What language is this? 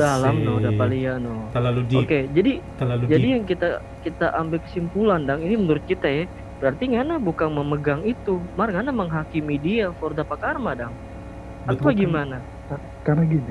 Manado Malay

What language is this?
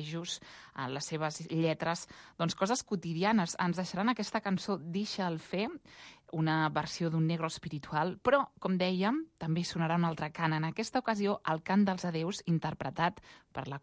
Catalan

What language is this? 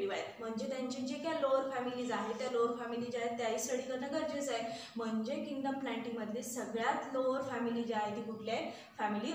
Marathi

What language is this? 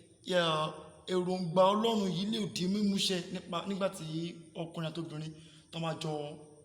Yoruba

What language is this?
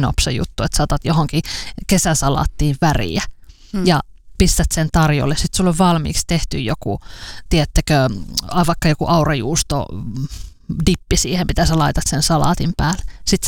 Finnish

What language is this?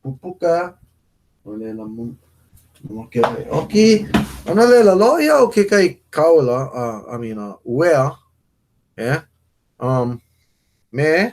Hawaiian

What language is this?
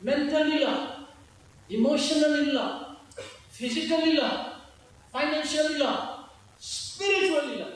Tangkhul Naga (India)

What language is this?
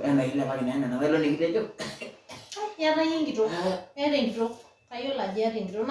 Masai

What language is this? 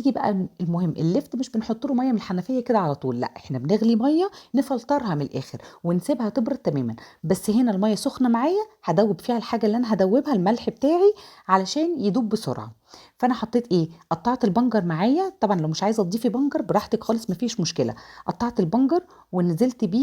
Egyptian Arabic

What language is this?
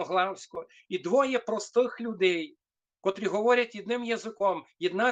Rusyn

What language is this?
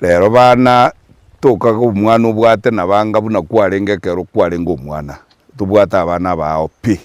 Gusii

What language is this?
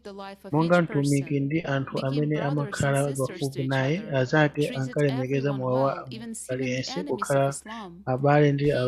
Nyanja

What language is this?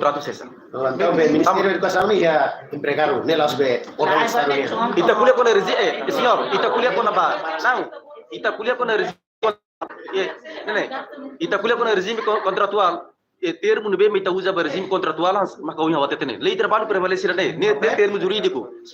Tetum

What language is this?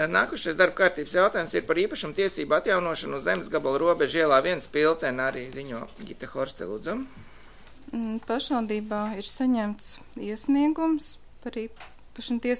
Latvian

